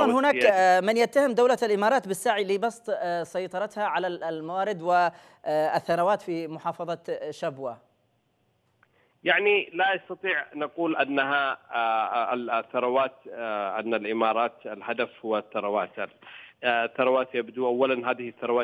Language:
Arabic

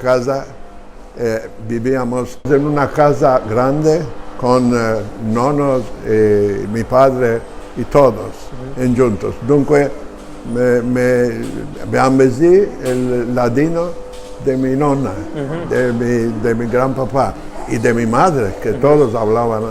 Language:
Ladino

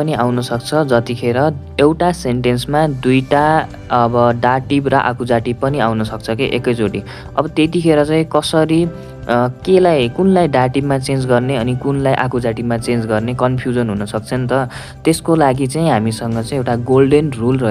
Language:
Nepali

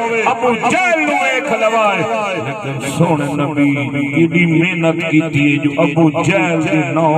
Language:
Saraiki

